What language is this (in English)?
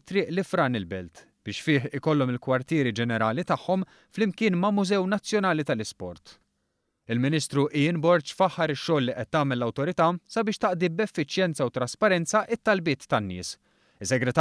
Maltese